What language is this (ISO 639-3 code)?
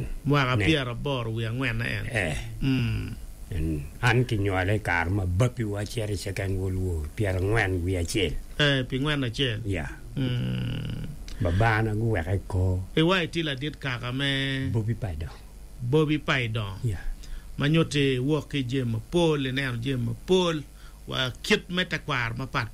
ach